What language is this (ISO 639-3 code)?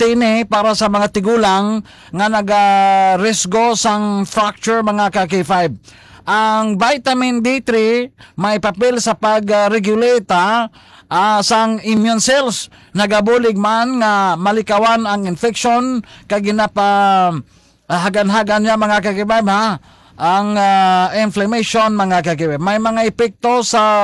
hil